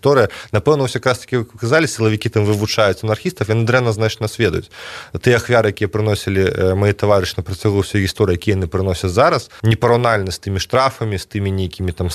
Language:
Belarusian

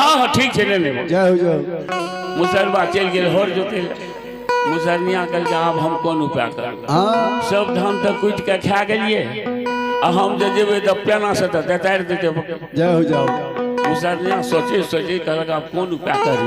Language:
Maithili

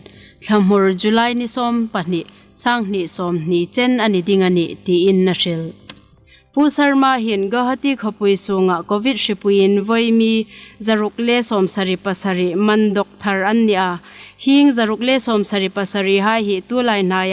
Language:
Hmar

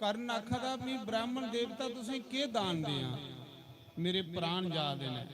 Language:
Dogri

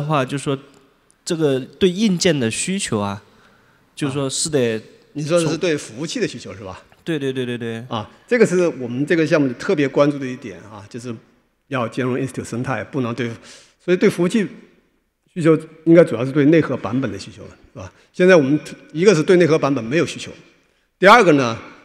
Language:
Chinese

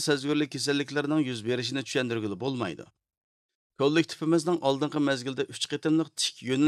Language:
Uyghur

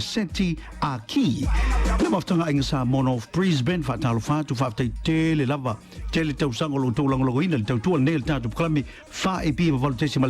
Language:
Samoan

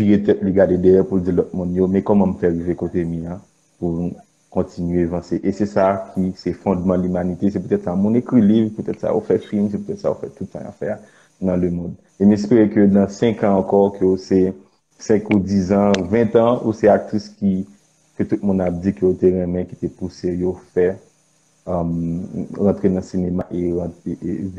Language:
Haitian Creole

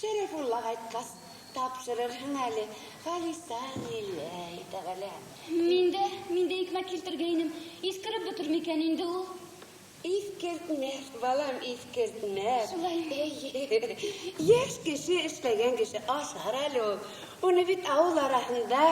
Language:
Bashkir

